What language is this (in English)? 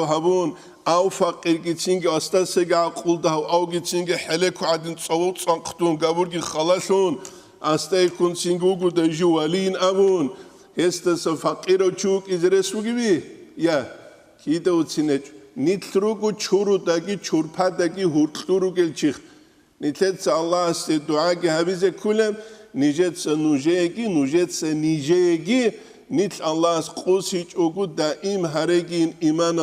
Avaric